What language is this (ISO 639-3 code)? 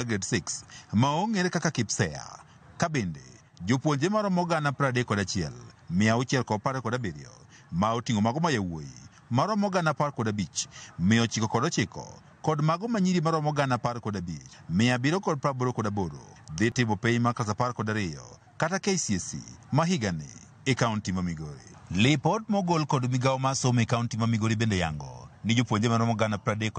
luo